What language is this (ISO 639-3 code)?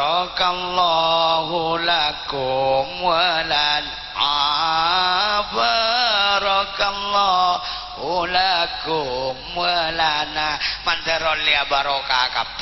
mad